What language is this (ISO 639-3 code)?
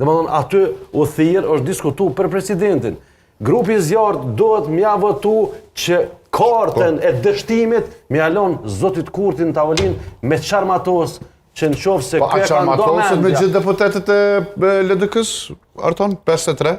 sqi